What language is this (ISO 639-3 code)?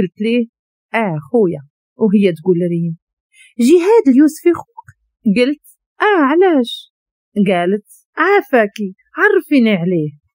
ary